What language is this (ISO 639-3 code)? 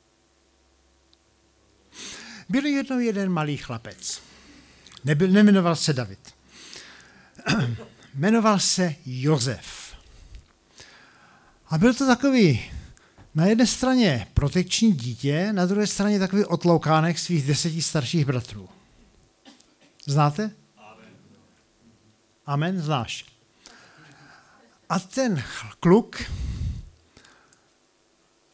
ces